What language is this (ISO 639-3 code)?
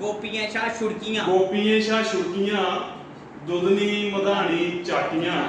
doi